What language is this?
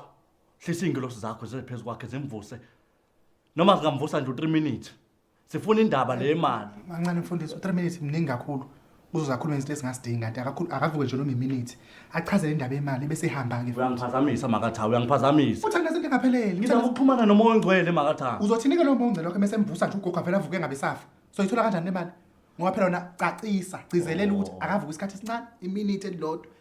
Zulu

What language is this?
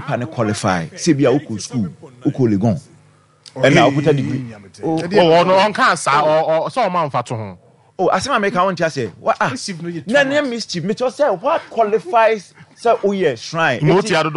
Akan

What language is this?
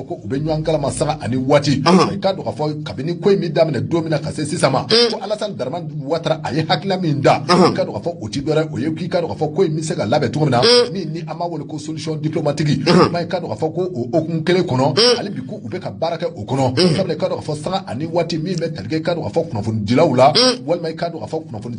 Bambara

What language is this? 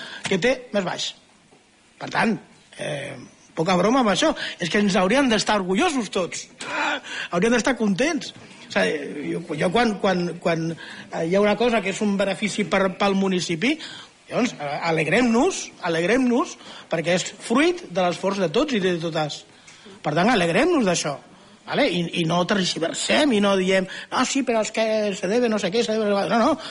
Catalan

